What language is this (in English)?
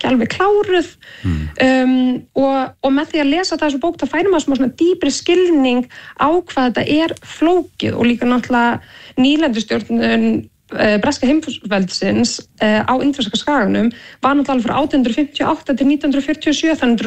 Icelandic